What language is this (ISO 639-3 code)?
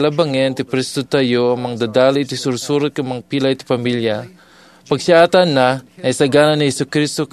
ilo